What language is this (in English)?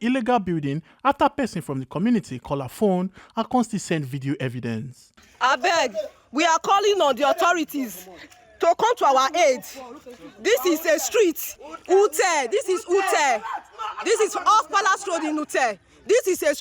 Nigerian Pidgin